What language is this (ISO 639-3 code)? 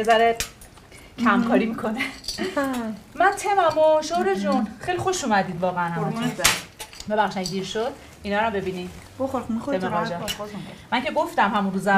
fas